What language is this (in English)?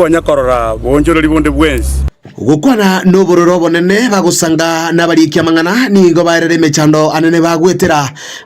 Gusii